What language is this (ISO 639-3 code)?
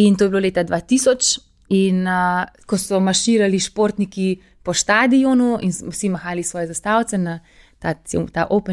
slv